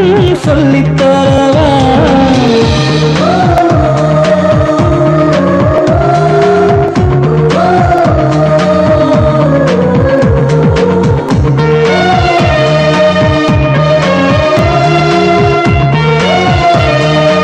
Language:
Tamil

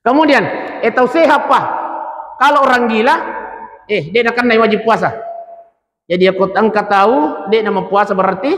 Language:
Buginese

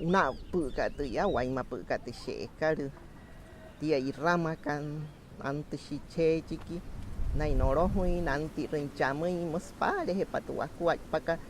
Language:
Wayuu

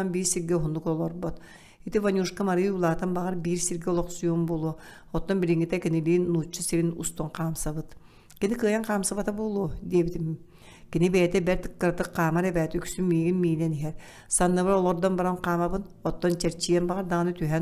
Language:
Yakut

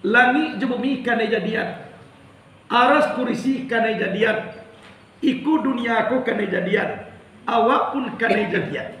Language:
Minangkabau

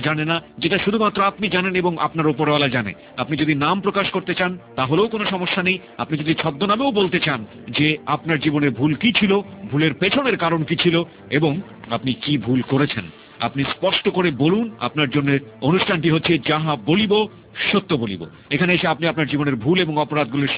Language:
Bangla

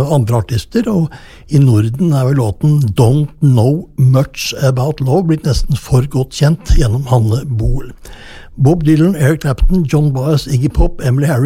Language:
Norwegian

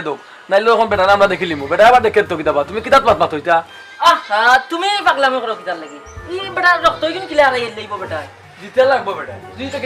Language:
Sylheti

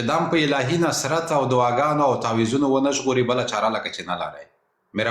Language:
Pashto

